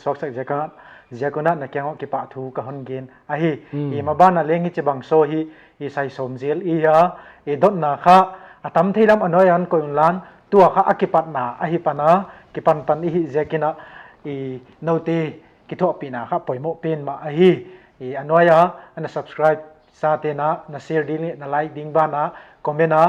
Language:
Paite Chin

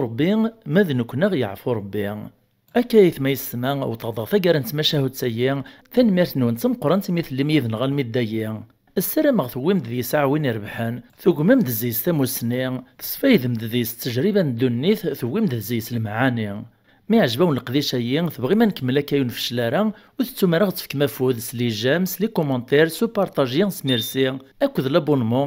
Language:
Kabyle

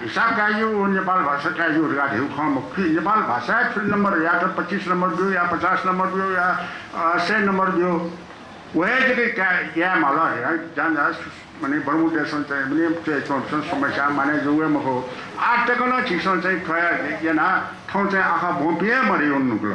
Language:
Newari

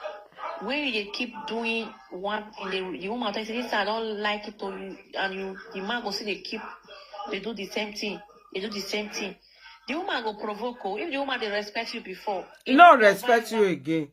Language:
Nigerian Pidgin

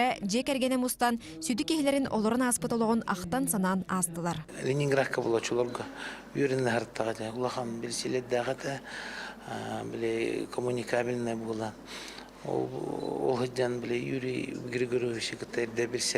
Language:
Yakut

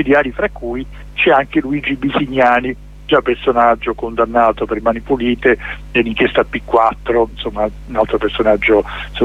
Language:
Italian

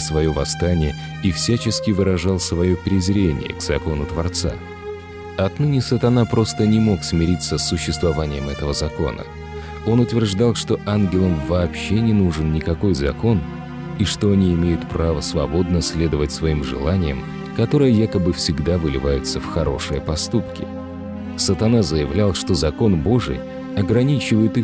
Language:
Russian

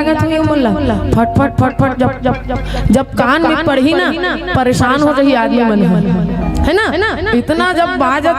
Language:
Chhattisgarhi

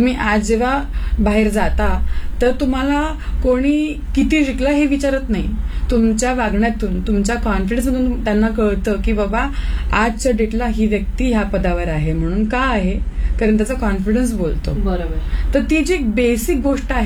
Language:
Marathi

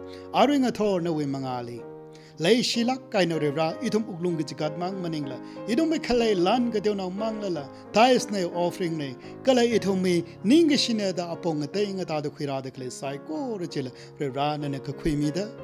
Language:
Tangkhul Naga (India)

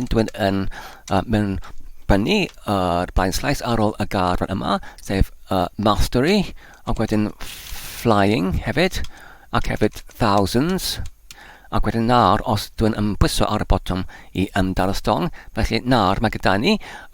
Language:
Welsh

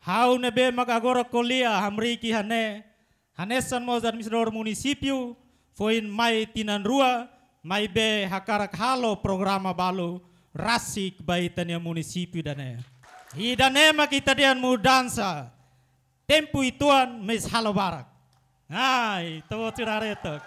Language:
Tetum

